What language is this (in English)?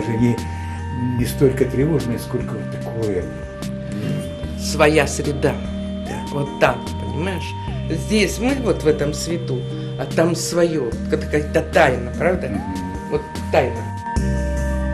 Russian